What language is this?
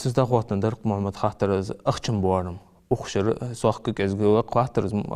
Ingush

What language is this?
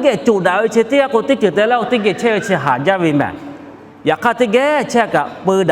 Lahu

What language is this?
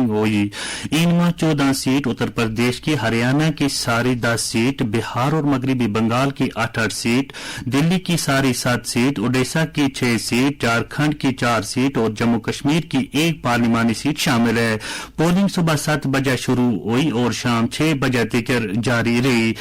Gujari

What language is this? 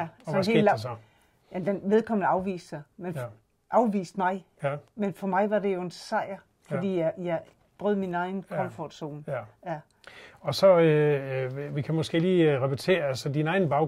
Danish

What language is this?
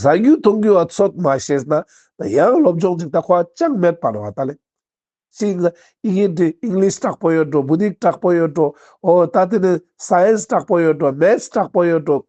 Ladakhi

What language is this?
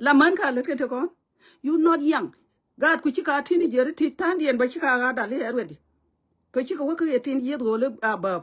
Nuer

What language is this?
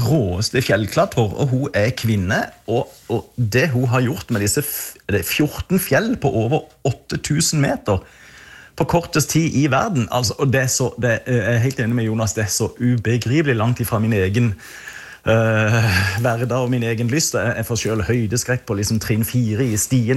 Norwegian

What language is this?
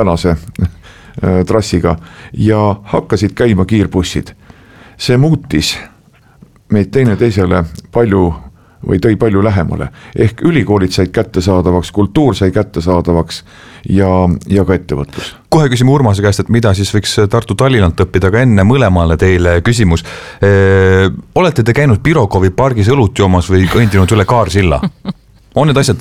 Estonian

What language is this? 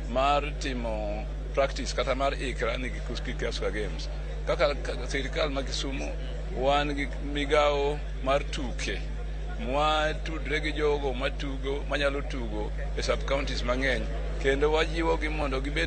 Luo (Kenya and Tanzania)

